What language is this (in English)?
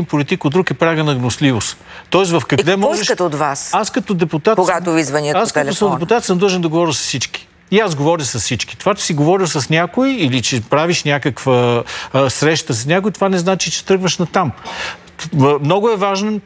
Bulgarian